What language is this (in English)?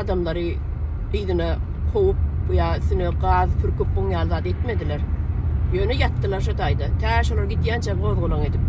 Turkmen